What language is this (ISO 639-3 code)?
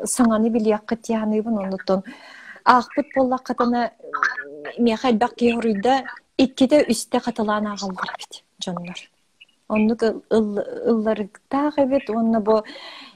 sah